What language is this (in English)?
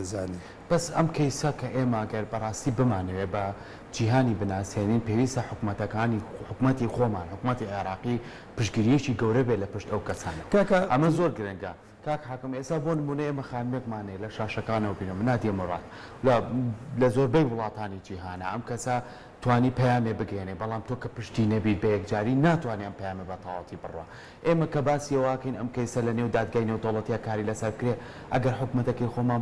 Central Kurdish